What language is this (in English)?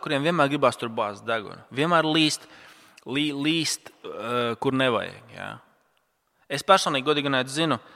Latvian